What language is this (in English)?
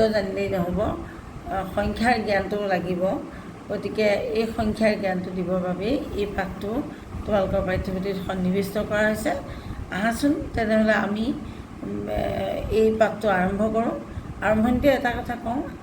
Assamese